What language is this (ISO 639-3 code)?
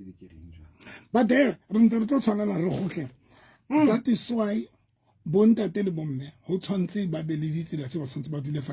sot